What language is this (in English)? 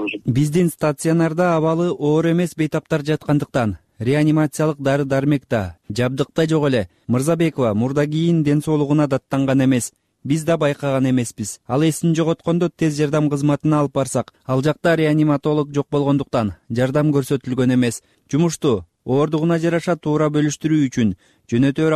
Kyrgyz